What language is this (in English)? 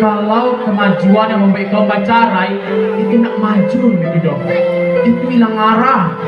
Minangkabau